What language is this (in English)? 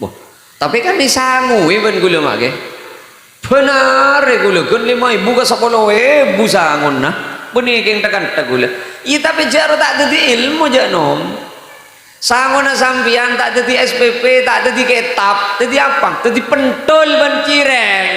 Madurese